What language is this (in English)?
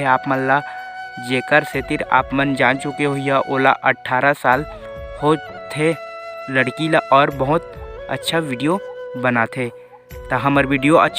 Chhattisgarhi